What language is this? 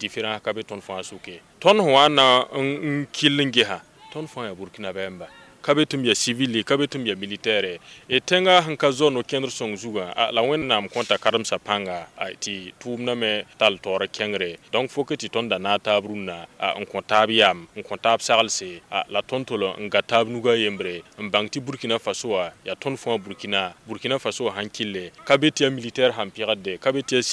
Mossi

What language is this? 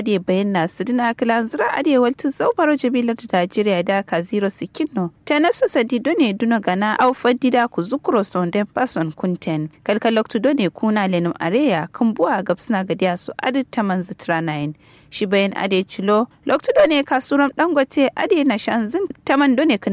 Kanuri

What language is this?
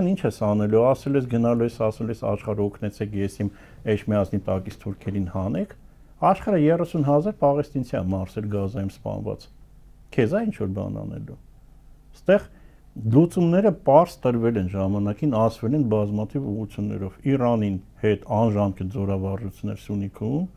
Armenian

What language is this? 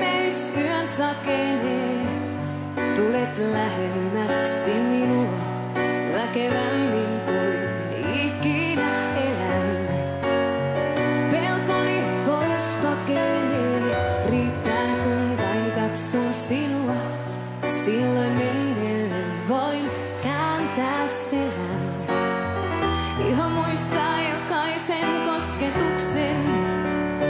Finnish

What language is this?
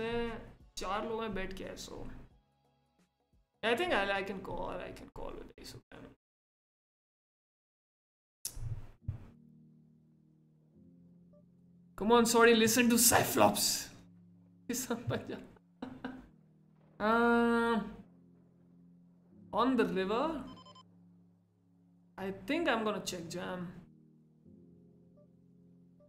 English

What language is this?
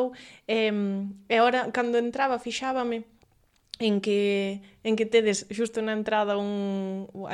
Galician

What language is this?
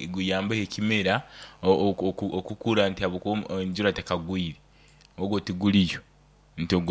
Nyoro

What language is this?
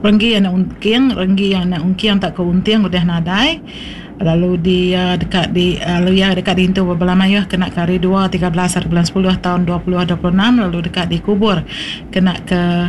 Iban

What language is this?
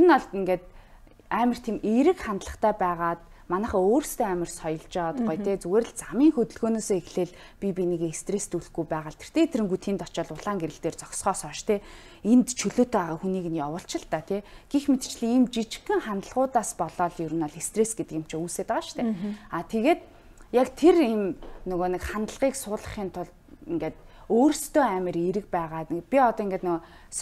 Mongolian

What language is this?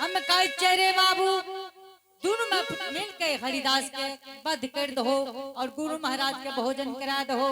Angika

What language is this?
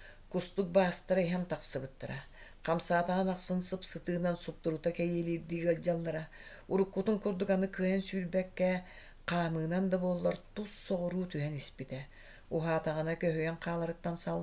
Yakut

